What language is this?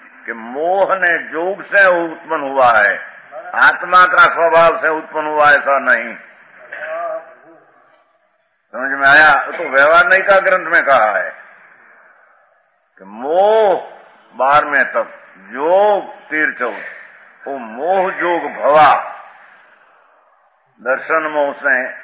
Hindi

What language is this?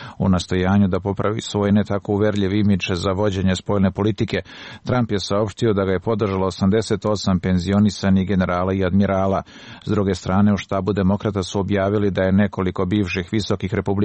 Serbian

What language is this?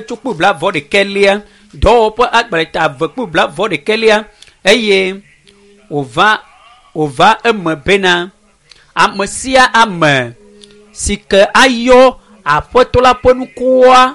Ewe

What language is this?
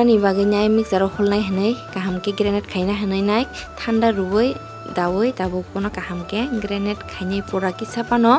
Kok Borok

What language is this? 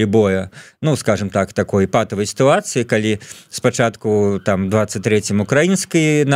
Belarusian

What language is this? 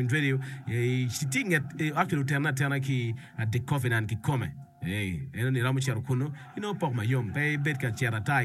Acoli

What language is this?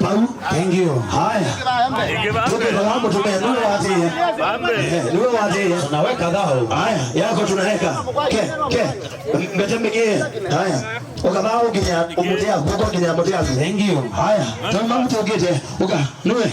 Kamba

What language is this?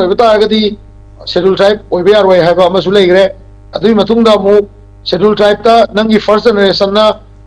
Manipuri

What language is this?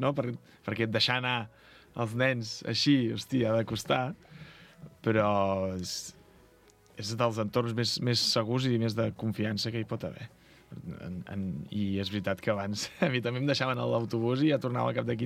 Catalan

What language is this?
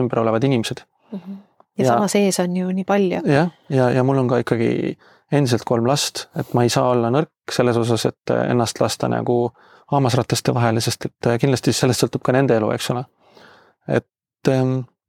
Estonian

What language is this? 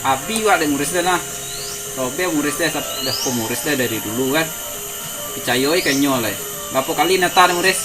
Minangkabau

